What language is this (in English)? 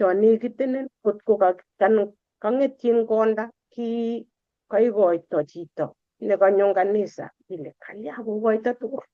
Kalenjin